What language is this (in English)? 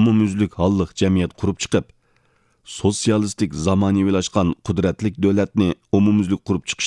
Uyghur